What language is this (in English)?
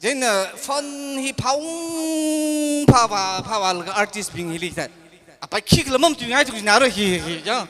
Tangkhul Naga (India)